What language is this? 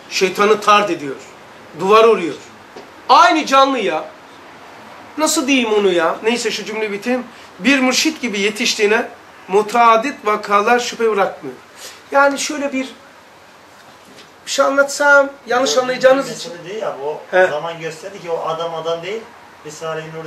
Turkish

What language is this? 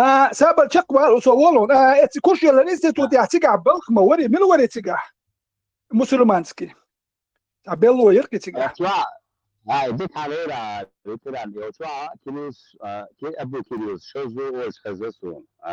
Chechen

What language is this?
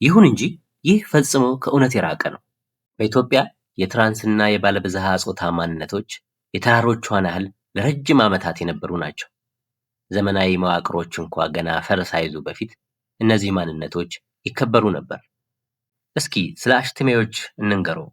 Amharic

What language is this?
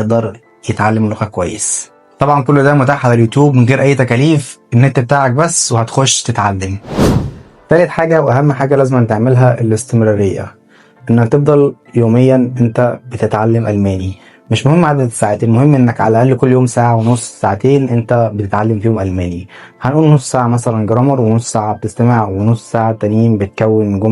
Egyptian Arabic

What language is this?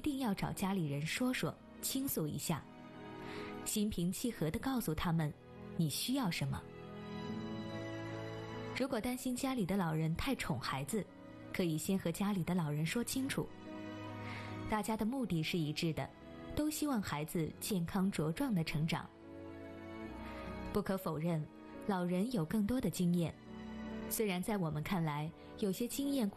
Chinese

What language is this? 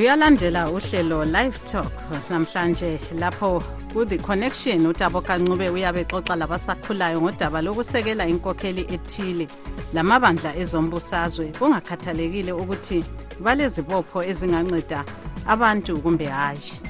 North Ndebele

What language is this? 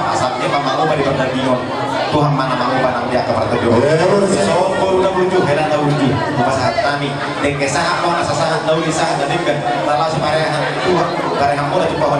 Batak Toba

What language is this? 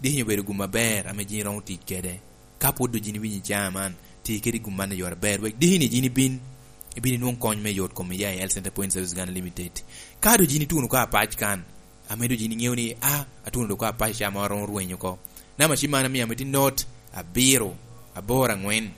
Lango (Uganda)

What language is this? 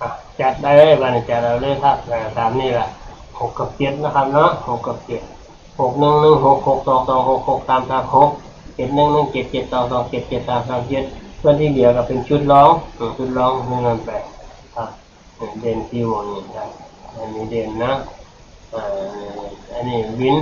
Northeastern Thai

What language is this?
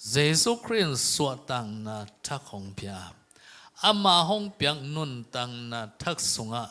Tedim Chin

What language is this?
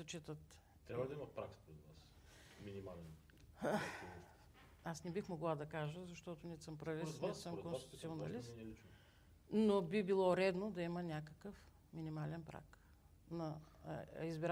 Bulgarian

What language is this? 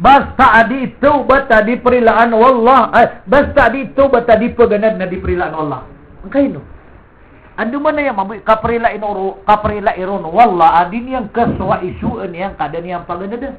Maranao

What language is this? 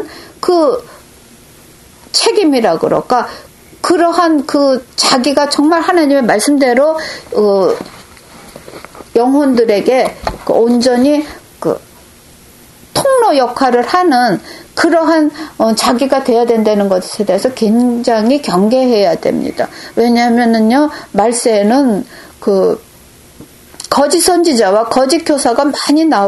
Korean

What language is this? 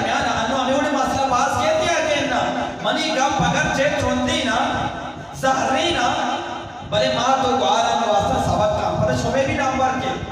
Eastern Balochi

